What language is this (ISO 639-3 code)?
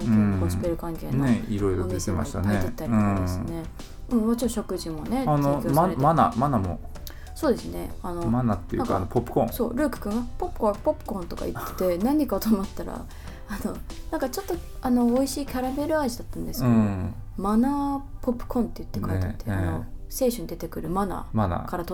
jpn